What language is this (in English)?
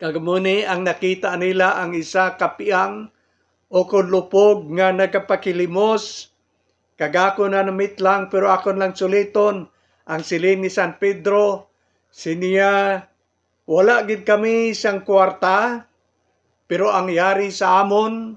Hiligaynon